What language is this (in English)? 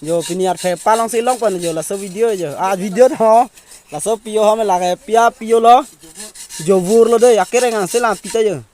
Karbi